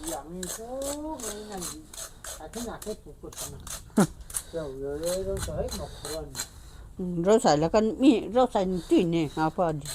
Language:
Manipuri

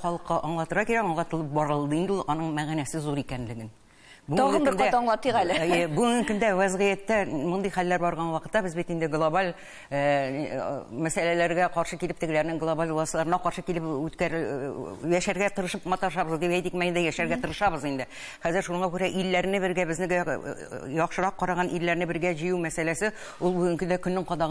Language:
Tatar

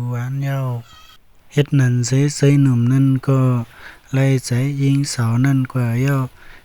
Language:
Shan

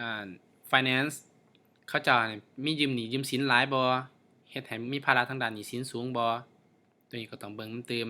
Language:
Lao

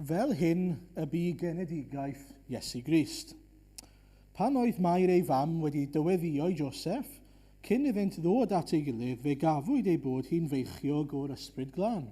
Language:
Welsh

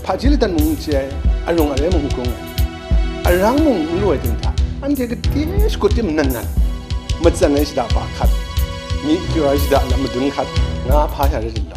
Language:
Kachin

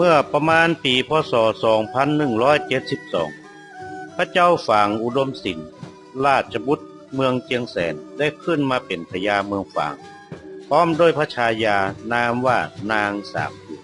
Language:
Northern Thai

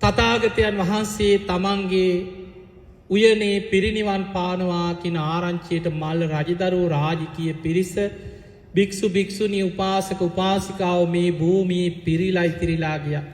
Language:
Sinhala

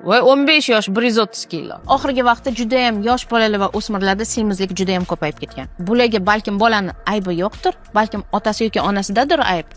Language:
Uzbek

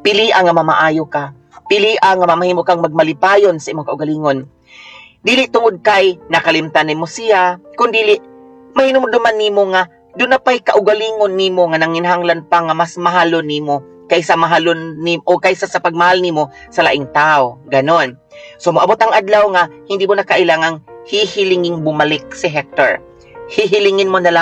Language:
Cebuano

